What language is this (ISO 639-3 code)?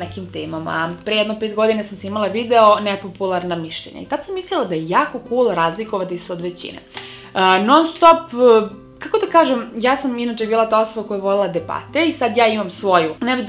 srp